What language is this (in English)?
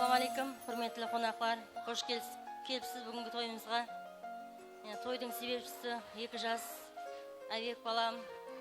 Kara-Kalpak